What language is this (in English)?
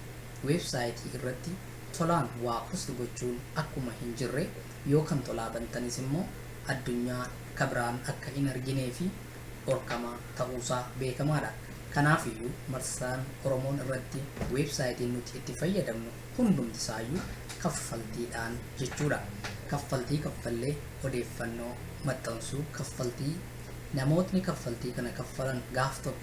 Oromo